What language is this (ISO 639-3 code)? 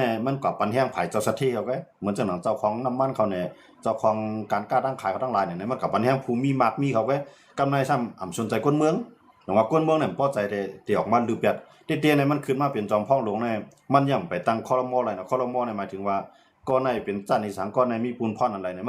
shn